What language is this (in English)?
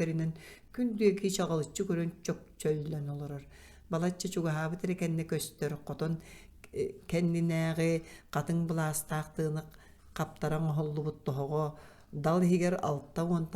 Yakut